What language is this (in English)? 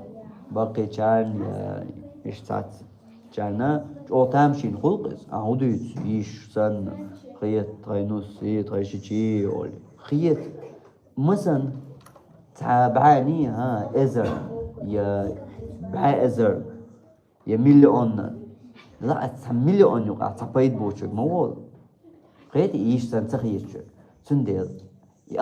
Chechen